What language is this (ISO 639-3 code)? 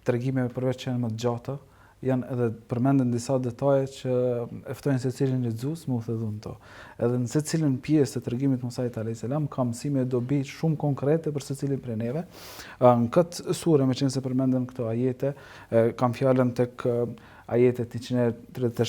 sqi